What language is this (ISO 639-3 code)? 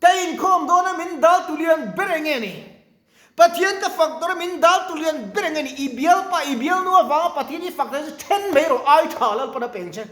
lus